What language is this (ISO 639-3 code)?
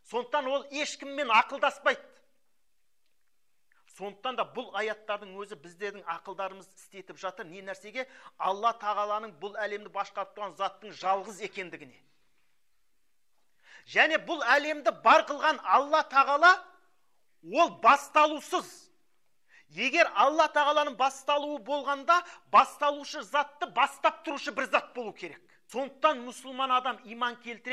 kaz